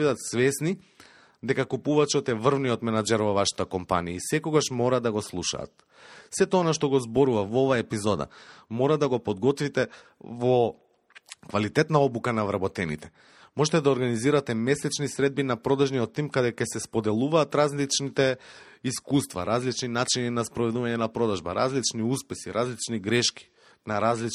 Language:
Macedonian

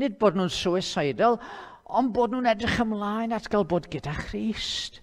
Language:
Welsh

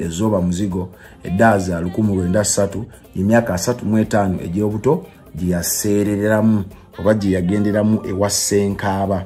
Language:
Ganda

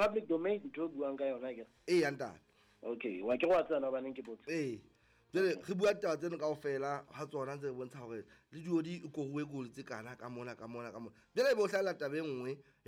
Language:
Southern Sotho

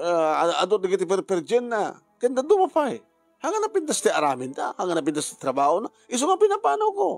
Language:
Iloko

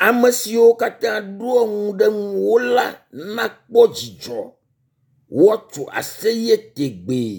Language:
Ewe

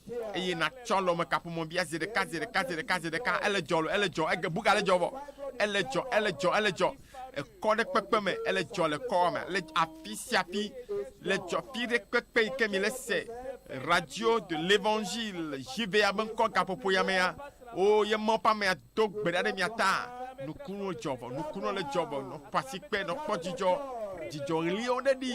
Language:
Ewe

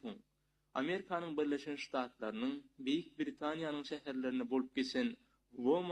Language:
Turkmen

